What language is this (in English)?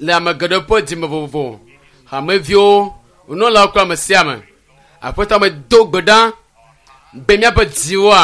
Ewe